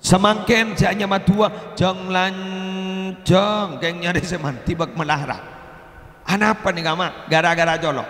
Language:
Madurese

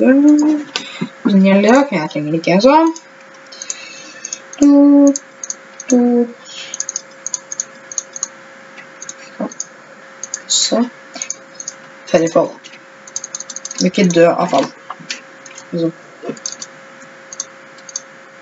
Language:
Norwegian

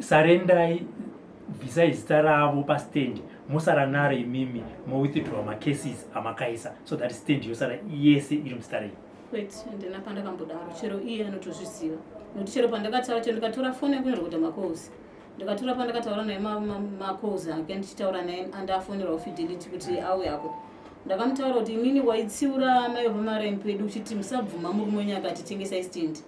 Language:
Shona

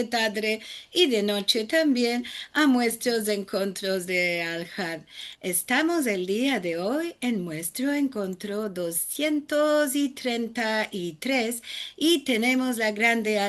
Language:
Ladino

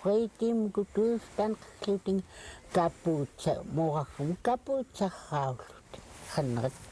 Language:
Central Yupik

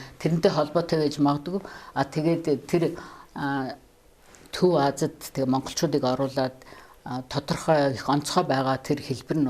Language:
Mongolian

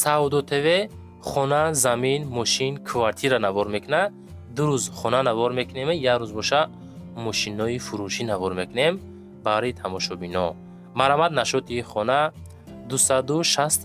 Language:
Tajik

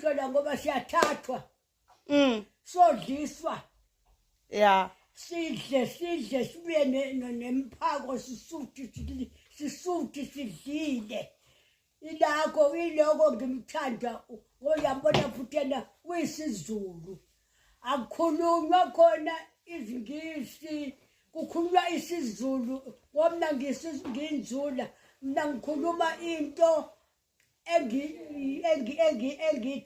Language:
Zulu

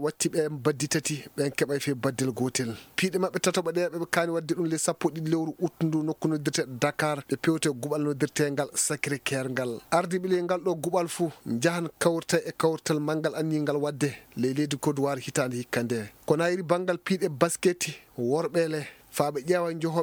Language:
Fula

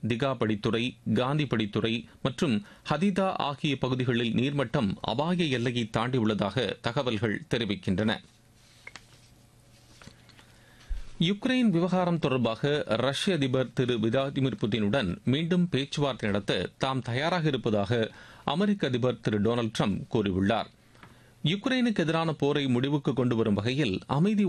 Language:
Tamil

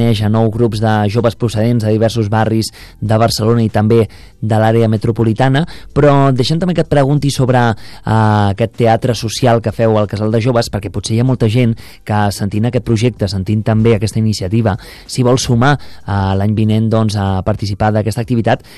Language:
Catalan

